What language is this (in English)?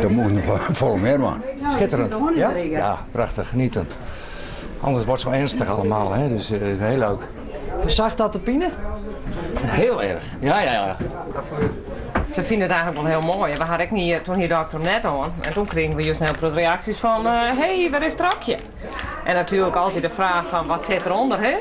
Western Frisian